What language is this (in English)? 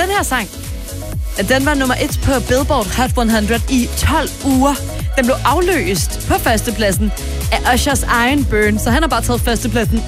Danish